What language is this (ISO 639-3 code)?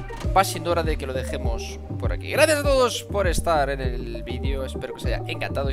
spa